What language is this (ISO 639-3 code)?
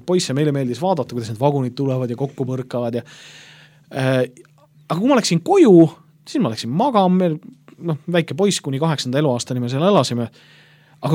est